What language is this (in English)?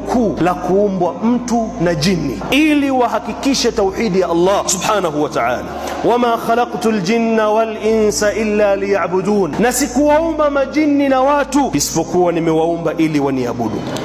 Swahili